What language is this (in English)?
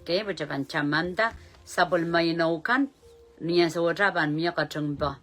Pohnpeian